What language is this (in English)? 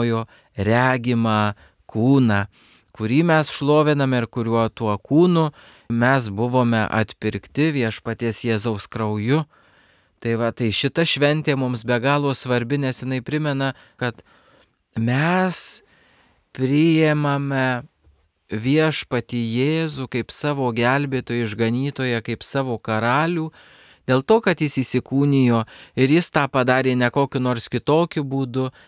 Lithuanian